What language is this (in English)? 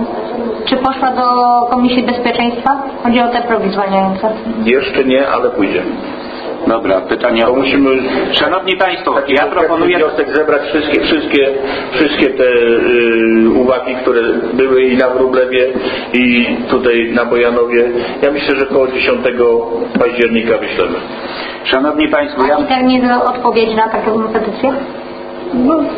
Polish